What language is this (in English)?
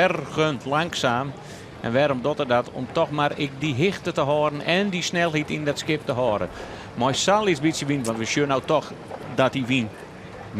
Western Frisian